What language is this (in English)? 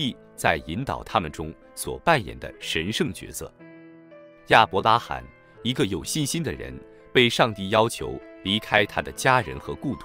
Chinese